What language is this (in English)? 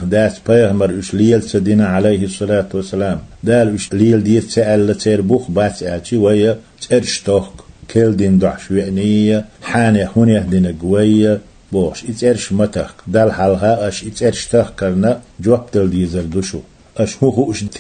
Chechen